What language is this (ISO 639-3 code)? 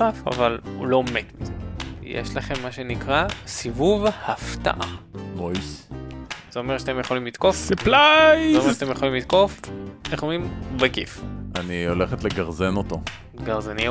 heb